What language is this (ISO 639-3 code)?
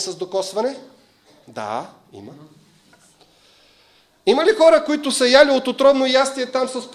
bul